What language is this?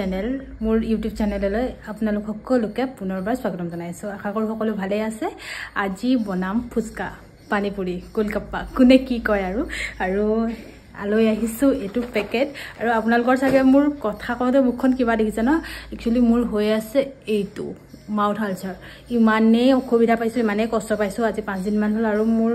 Assamese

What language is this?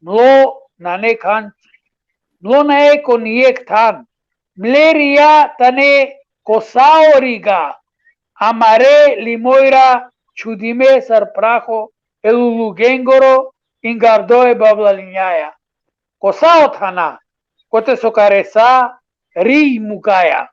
Balkan Romani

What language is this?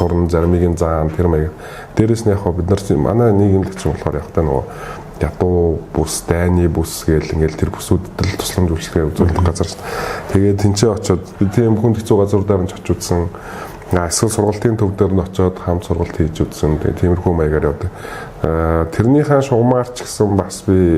Mongolian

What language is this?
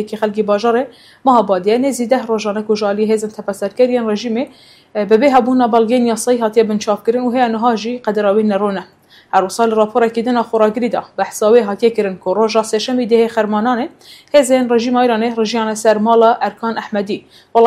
Kurdish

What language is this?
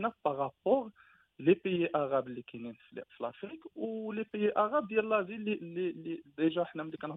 Moroccan Arabic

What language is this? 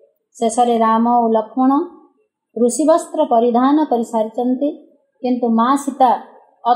Odia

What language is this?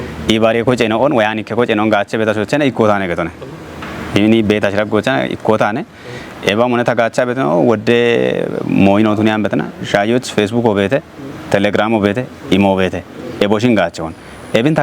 Kafa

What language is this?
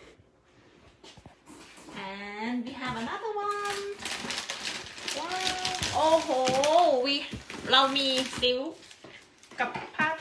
Thai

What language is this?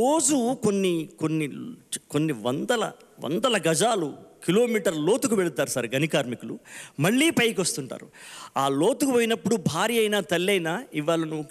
Telugu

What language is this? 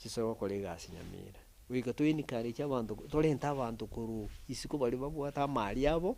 Gusii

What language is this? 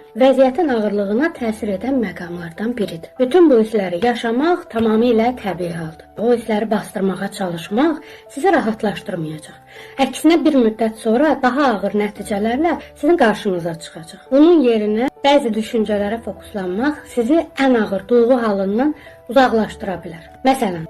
Azerbaijani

